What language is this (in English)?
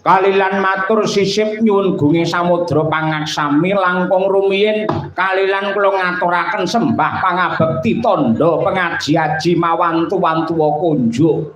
Javanese